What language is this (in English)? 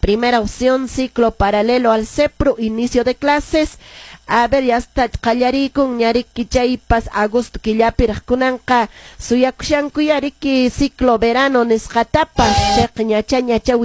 Quechua